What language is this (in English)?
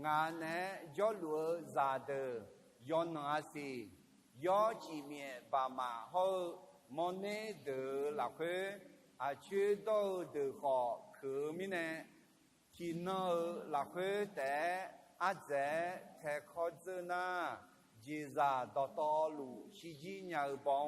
Akha